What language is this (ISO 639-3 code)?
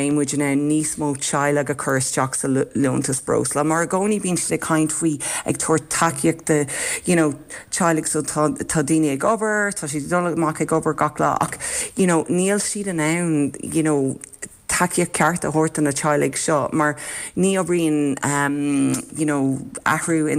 gle